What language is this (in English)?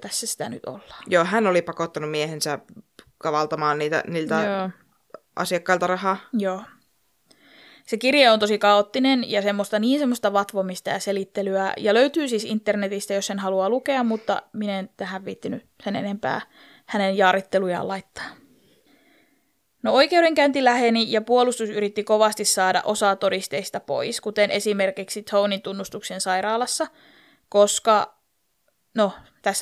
Finnish